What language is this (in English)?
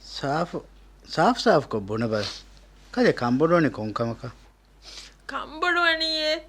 Divehi